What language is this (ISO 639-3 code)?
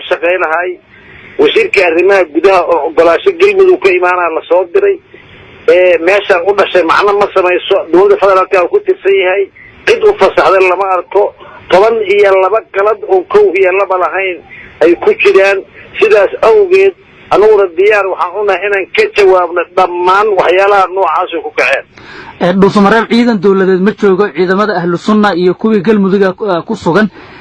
som